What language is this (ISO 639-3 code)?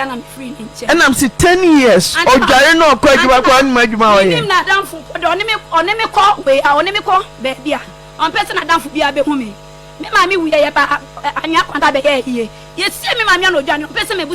aka